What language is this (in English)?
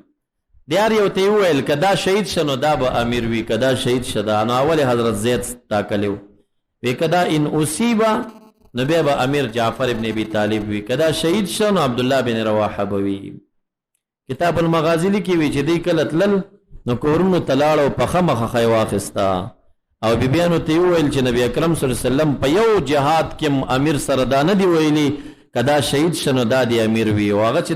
Pashto